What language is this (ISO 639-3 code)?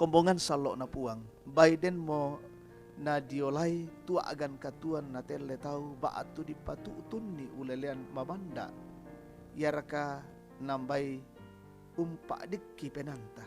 sda